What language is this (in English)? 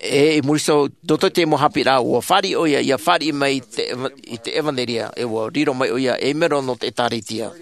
Tahitian